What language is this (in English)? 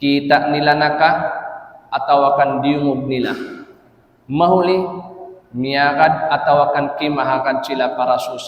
Tausug